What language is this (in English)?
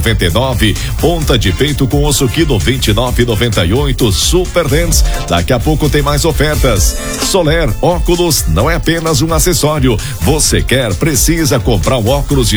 Portuguese